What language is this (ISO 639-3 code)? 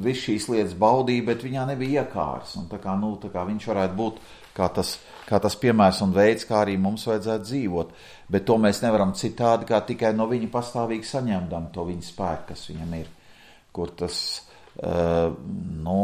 lav